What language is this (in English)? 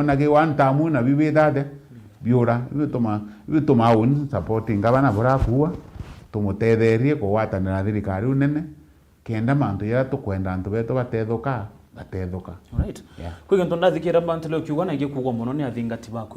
Meru